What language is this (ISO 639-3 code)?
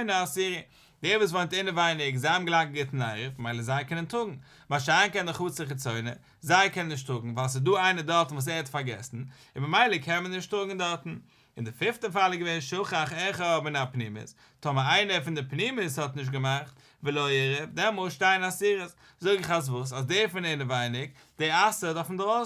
yid